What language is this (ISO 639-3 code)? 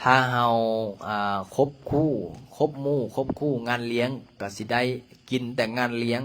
lao